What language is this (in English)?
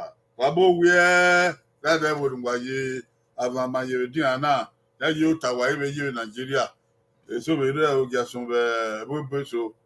Bini